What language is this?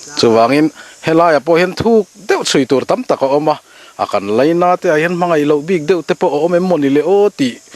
Mizo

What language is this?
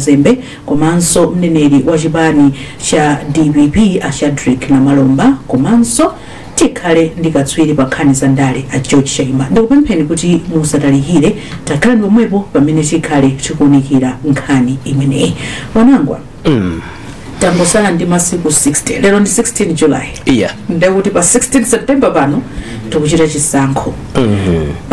Nyanja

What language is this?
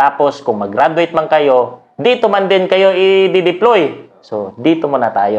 Filipino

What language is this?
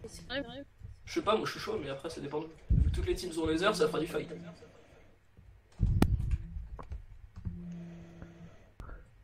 French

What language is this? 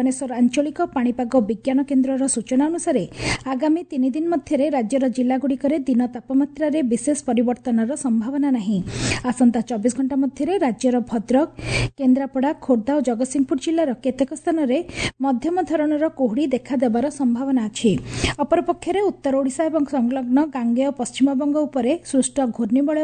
Odia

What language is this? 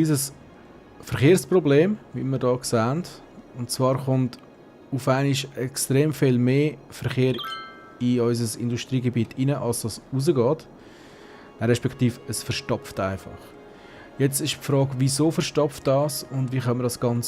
Swiss German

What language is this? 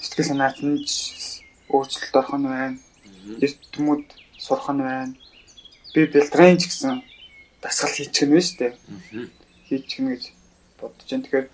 Mongolian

